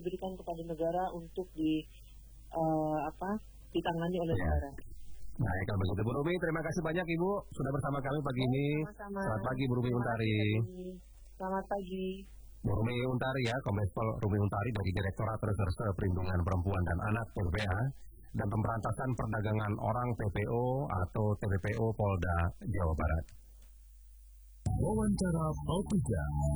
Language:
Indonesian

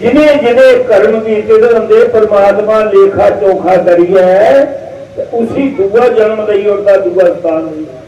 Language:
Dogri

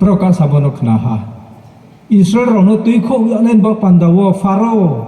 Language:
Riang (India)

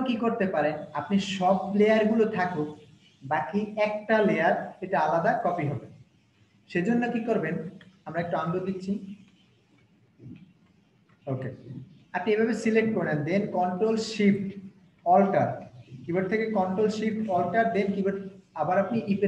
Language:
Bangla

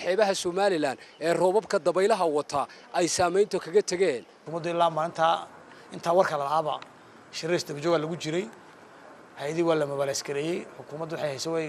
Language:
Somali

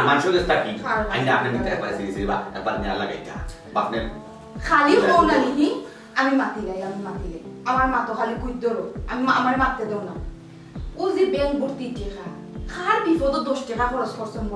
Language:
Sylheti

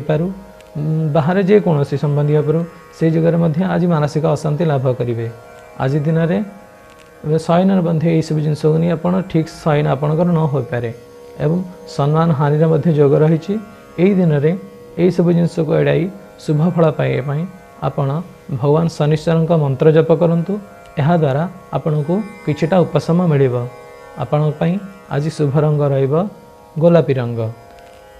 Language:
Odia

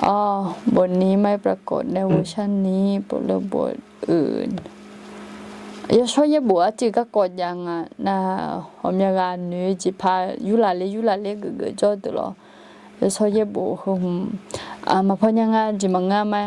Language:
Akha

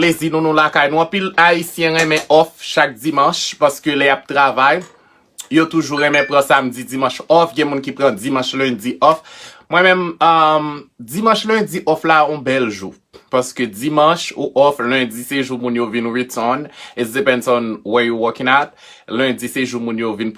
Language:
Haitian Creole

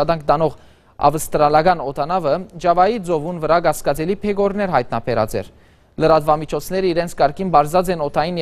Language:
Western Armenian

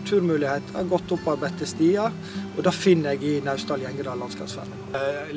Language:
Norwegian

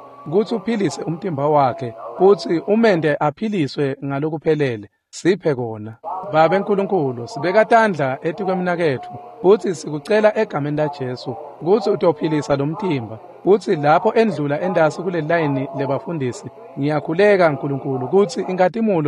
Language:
Swati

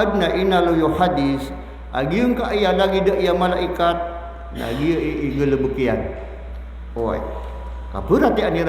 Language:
Maranao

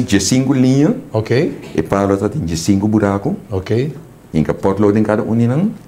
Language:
Papiamento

